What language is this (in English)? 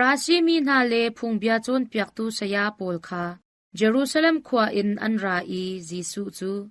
Hakha Chin